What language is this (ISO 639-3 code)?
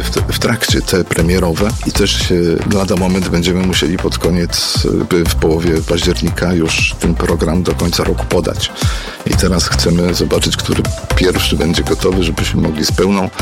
pol